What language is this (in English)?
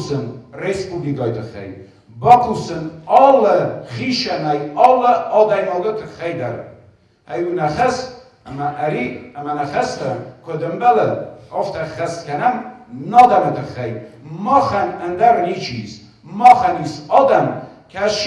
Ossetic